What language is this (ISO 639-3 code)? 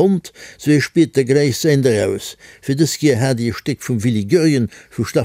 ltz